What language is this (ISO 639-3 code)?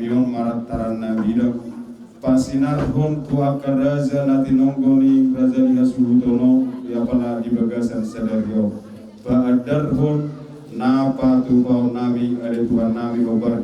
bbc